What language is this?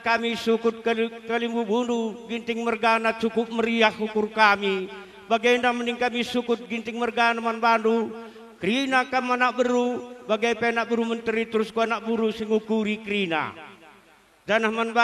Batak Karo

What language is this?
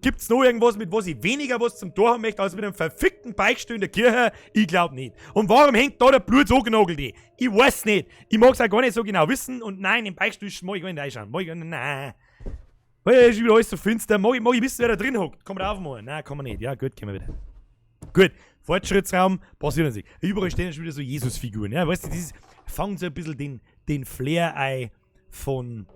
Bavarian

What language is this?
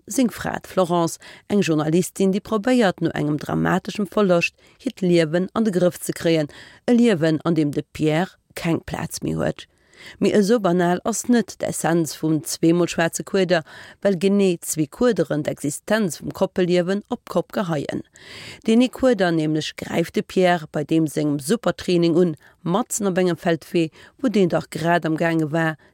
Luxembourgish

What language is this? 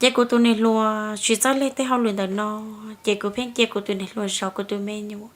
Hmong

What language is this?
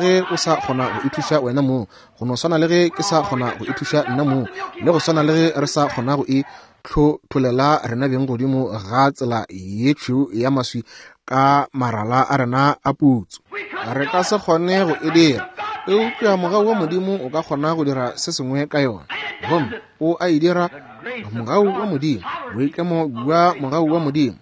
Northern Sotho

